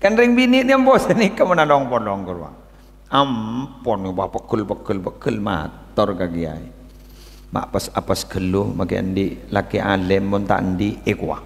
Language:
Madurese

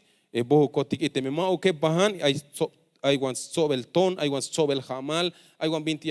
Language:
Tzeltal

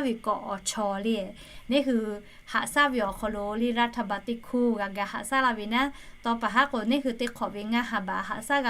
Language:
Lahu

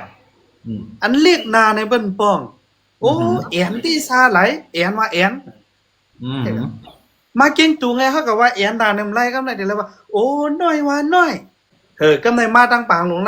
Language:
Shan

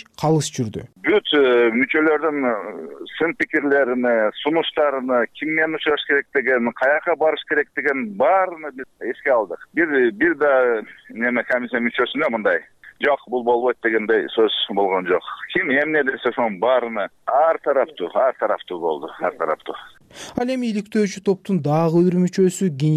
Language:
Kyrgyz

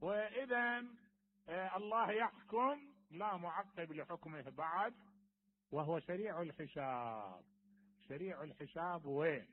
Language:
Mesopotamian Arabic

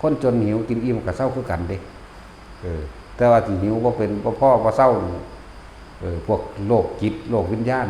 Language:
Northeastern Thai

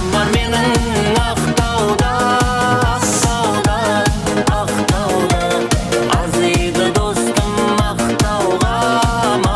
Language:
Kara-Kalpak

